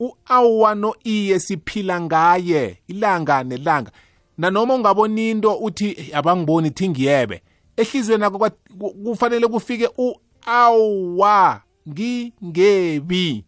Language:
South Ndebele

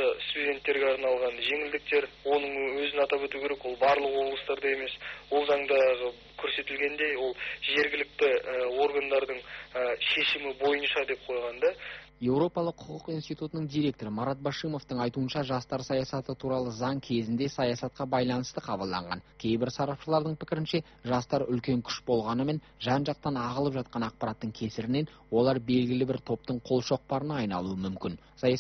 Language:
Kazakh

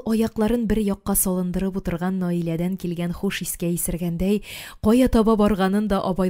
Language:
Tatar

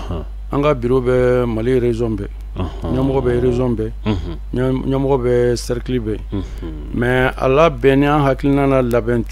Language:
Bambara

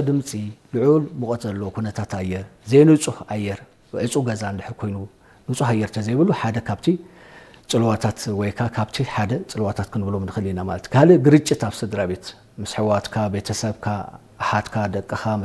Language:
Tigrinya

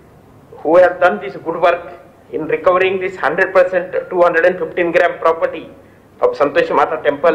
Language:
Telugu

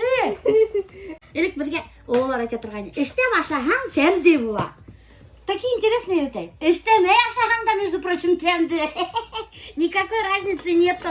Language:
Bashkir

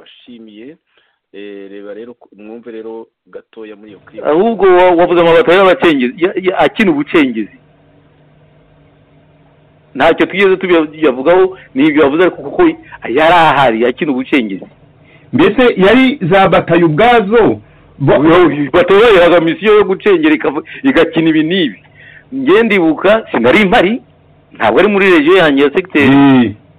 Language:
Kinyarwanda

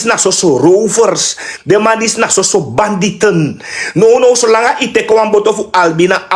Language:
Sranan Tongo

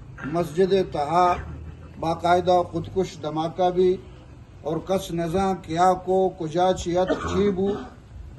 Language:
Eastern Balochi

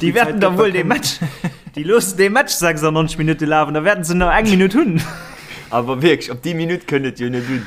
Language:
Luxembourgish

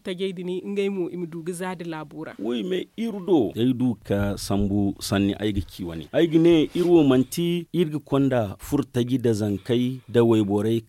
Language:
Zarma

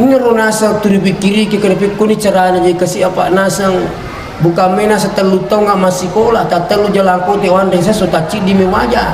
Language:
Buginese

